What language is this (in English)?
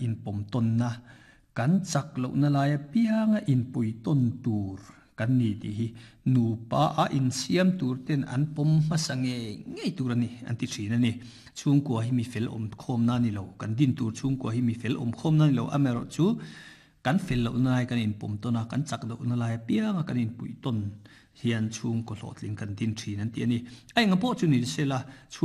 Mizo